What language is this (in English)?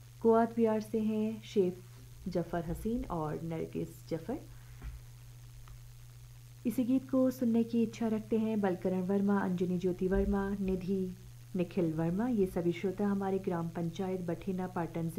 Hindi